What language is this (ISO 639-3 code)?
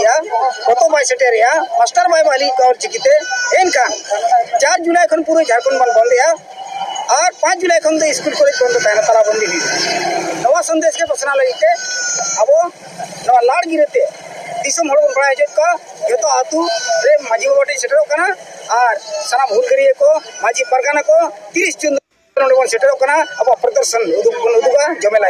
sat